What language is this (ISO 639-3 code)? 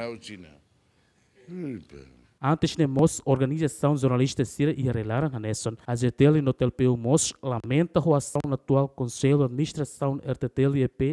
tet